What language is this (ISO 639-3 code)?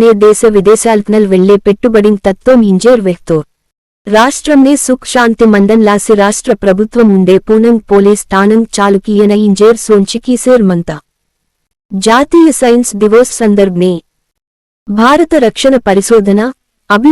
gon